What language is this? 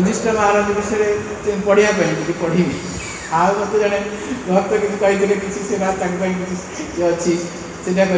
Odia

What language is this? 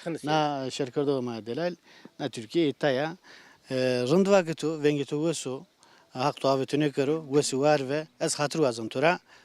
Zaza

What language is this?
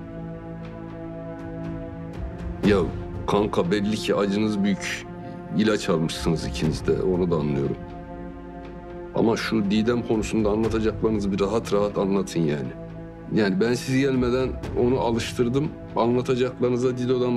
Turkish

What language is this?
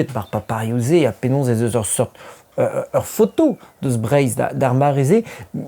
Breton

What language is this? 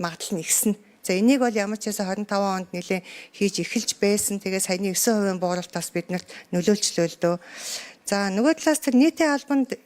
Mongolian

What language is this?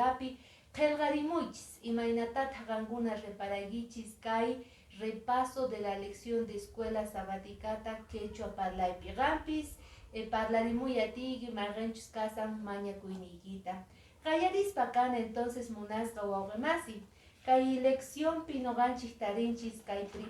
Quechua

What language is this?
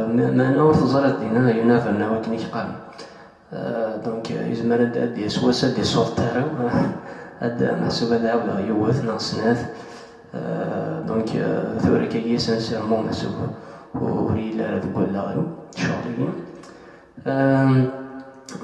Kabyle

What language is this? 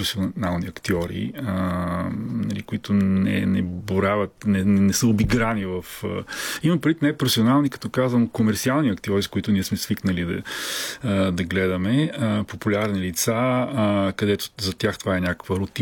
Bulgarian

